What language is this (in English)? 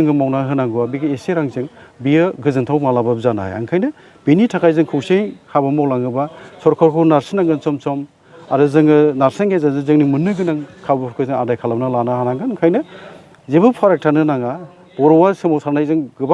Bodo